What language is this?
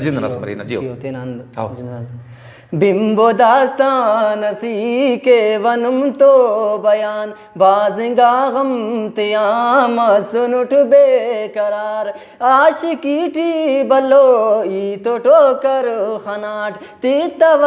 Brahui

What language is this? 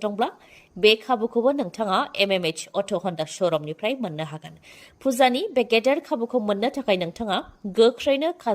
Bodo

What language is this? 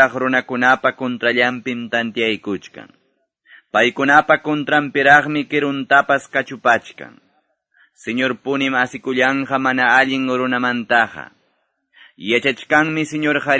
Quechua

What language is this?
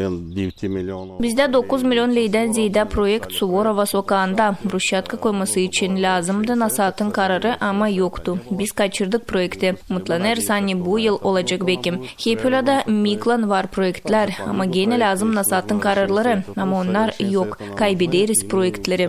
Gagauz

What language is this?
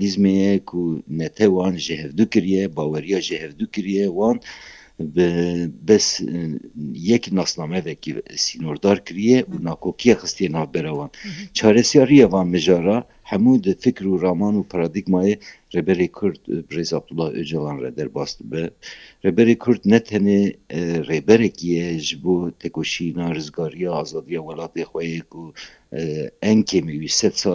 Kurdish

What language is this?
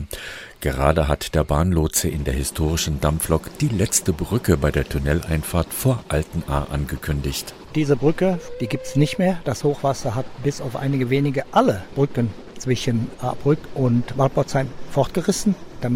German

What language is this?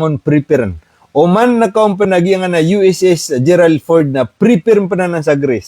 Maranao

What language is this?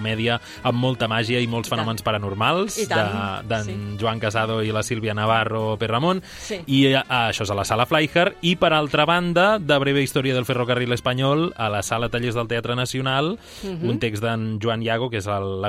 Catalan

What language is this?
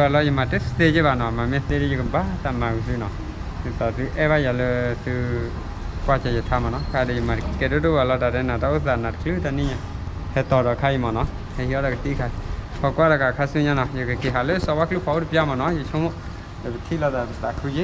S'gaw Karen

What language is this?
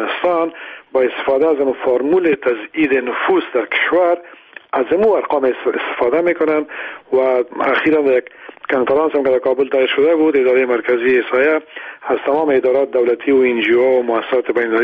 Persian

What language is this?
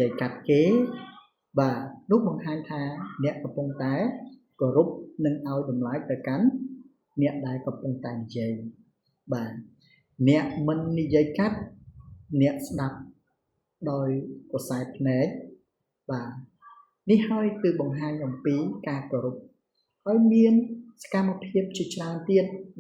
Khmer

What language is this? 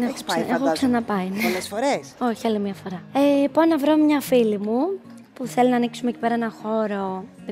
Greek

